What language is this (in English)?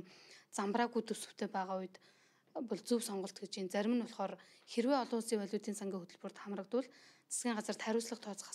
Mongolian